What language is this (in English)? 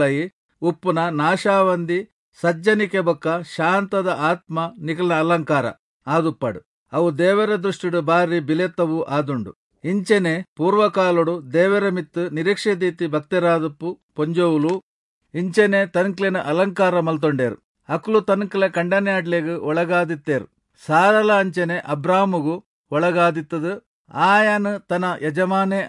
Tulu